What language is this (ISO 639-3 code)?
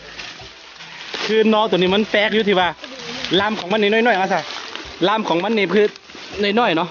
lao